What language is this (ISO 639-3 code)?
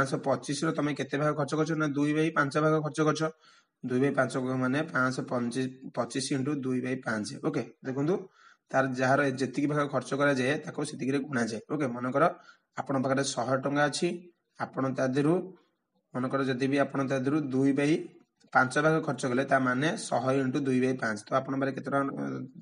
ori